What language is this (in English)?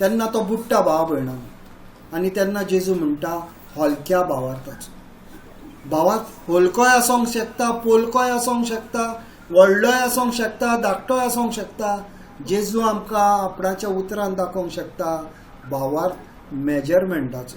Konkani